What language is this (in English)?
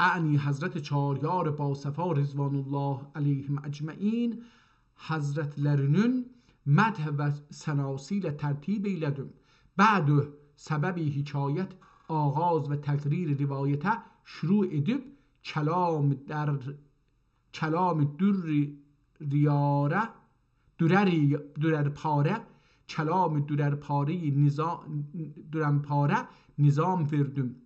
South Azerbaijani